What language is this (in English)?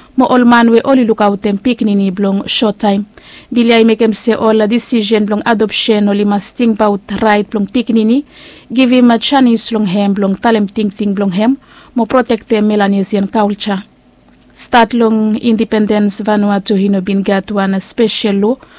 Bislama